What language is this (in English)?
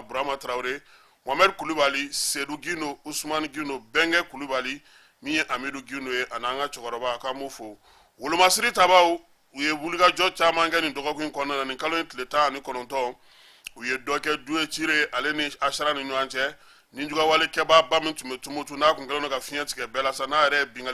Bambara